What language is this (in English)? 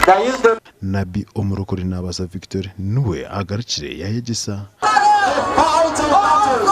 Nyankole